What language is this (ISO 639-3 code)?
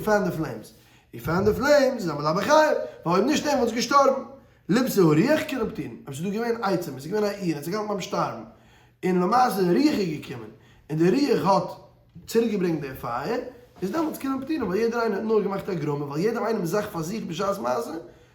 yid